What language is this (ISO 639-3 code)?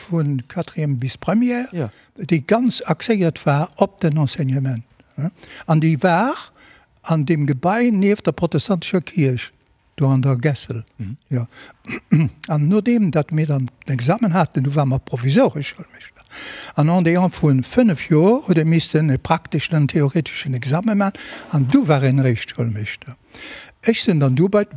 ltz